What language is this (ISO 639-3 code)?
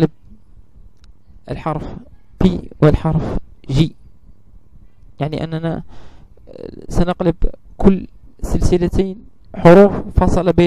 ara